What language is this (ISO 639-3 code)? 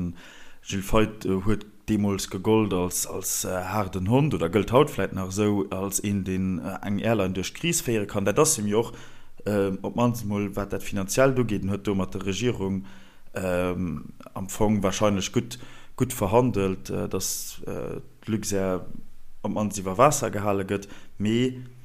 ltz